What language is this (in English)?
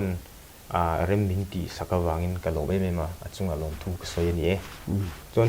Mizo